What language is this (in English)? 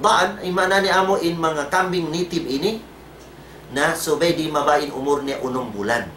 Tausug